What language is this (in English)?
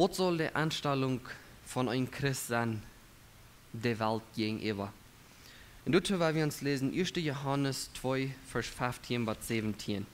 Plautdietsch